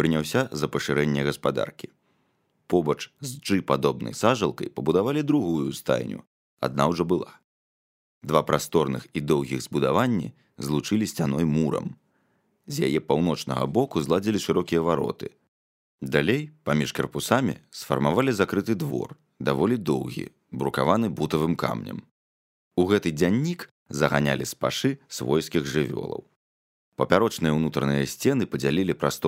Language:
Belarusian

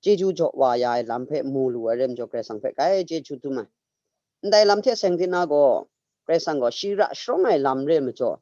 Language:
Kachin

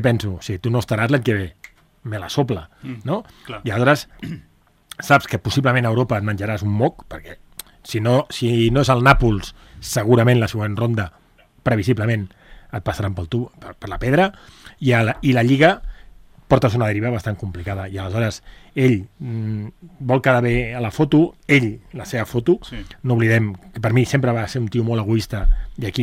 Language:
Catalan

